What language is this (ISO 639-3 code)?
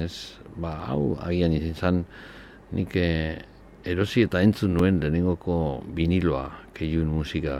eus